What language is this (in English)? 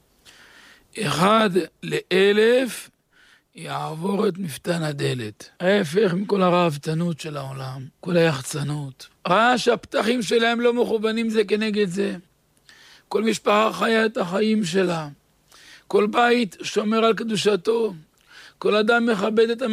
Hebrew